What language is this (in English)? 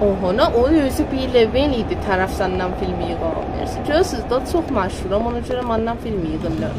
South Azerbaijani